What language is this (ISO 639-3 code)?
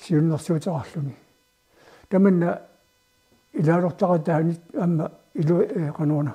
kal